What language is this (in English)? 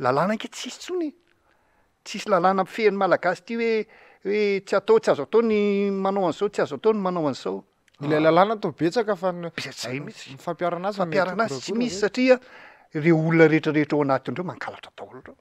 Malagasy